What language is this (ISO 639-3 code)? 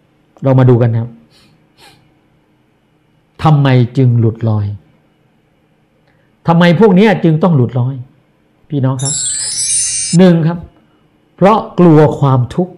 tha